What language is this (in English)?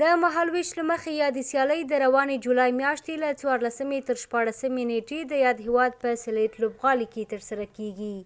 Pashto